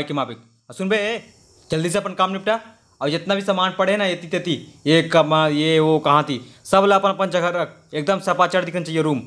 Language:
Chhattisgarhi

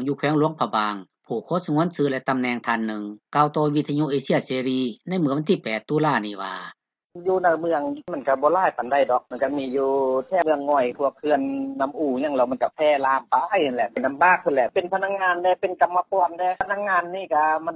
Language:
Lao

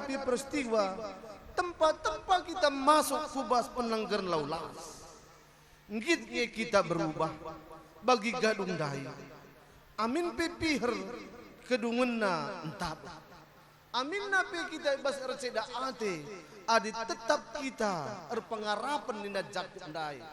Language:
Batak Karo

